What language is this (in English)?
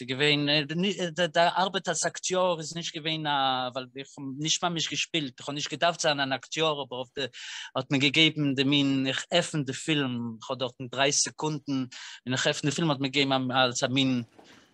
Yiddish